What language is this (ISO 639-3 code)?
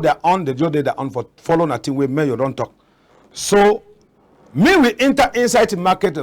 wes